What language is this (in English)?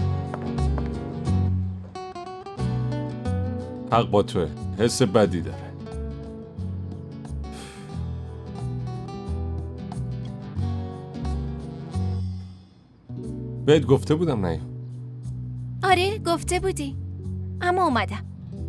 Persian